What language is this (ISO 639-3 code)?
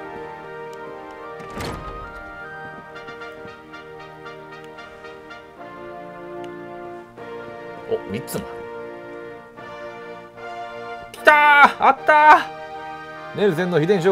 jpn